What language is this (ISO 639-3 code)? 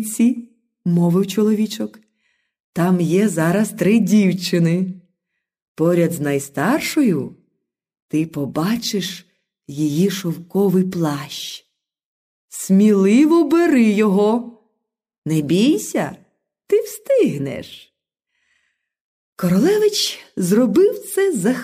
ukr